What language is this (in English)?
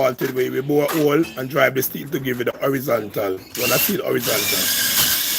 Jamaican Creole English